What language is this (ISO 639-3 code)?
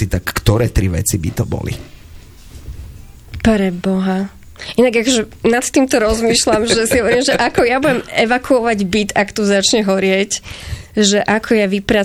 slk